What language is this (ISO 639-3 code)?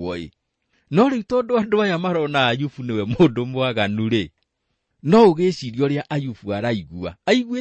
kik